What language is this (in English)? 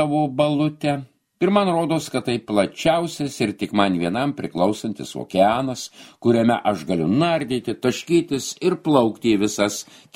Lithuanian